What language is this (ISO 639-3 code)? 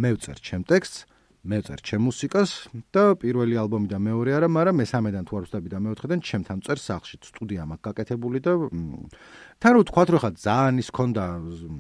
kat